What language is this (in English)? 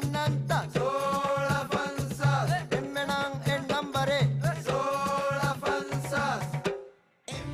Divehi